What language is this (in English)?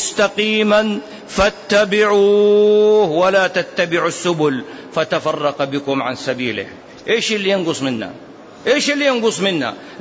Arabic